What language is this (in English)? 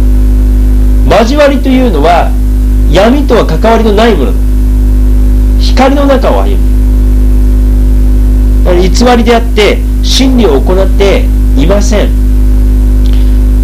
Japanese